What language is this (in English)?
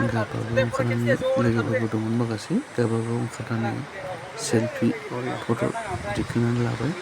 Bodo